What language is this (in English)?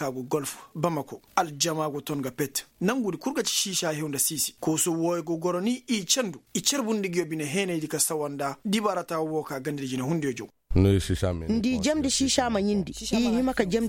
Koyraboro Senni